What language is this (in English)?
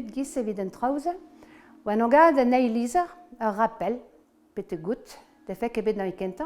Breton